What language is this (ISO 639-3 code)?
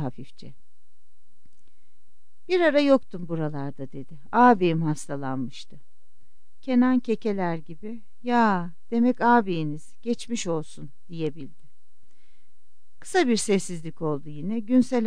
tur